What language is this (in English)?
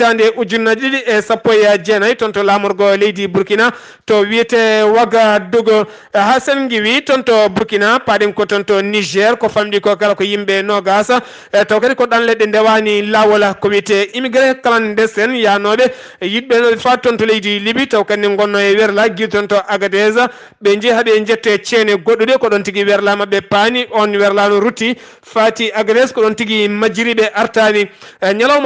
Fula